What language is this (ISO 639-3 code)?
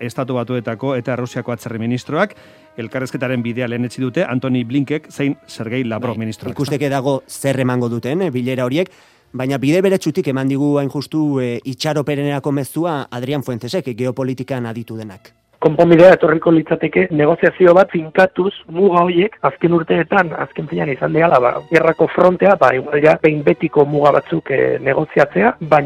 eus